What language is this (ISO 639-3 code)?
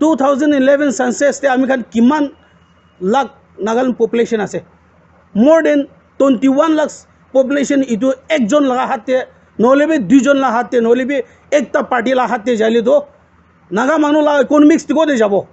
nag